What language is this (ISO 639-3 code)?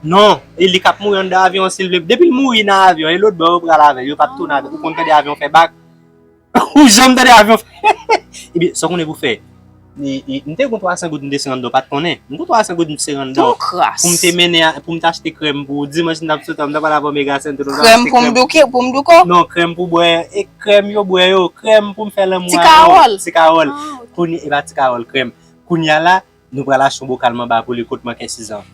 hat